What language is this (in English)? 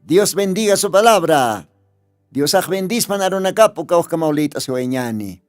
Aymara